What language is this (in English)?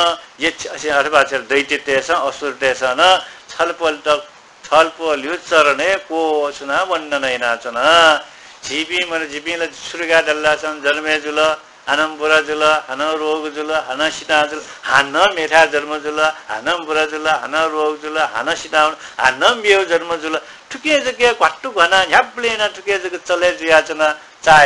Newari